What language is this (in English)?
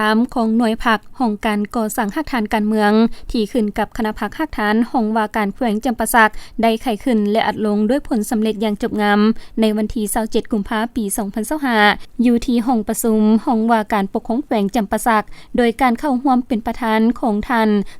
Lao